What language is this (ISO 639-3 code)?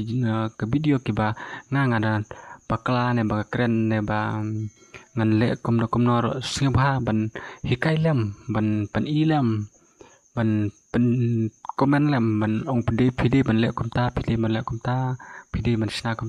kha